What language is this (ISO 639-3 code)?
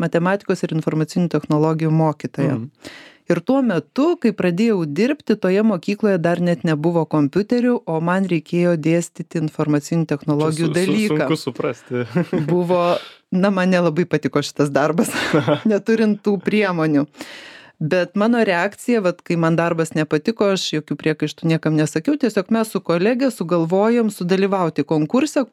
lit